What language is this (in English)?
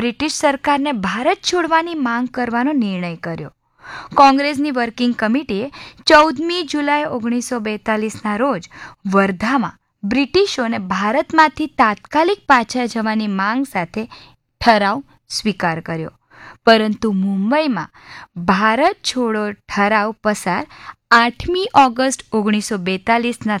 Gujarati